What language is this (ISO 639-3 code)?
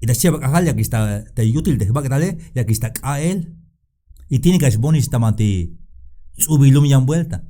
tzh